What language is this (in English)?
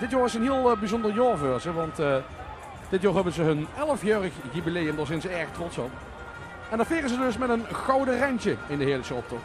Limburgish